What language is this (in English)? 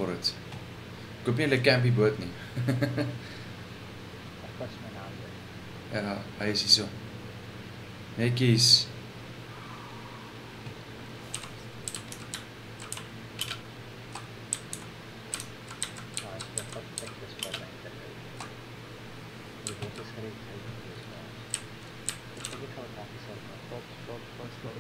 Afrikaans